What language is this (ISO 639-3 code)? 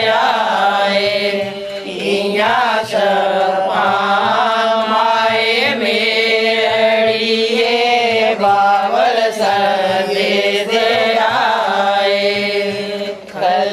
doi